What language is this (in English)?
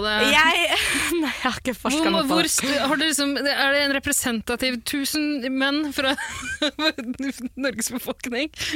Norwegian